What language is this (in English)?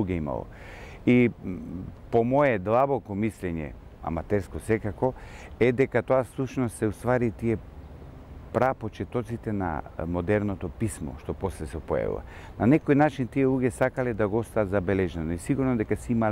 Macedonian